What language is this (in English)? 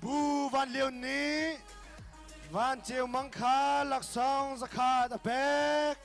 Hakha Chin